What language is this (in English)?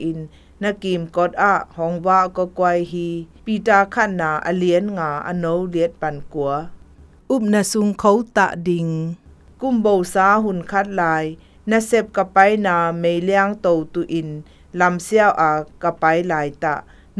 Zou